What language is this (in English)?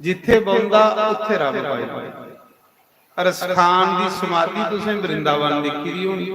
Dogri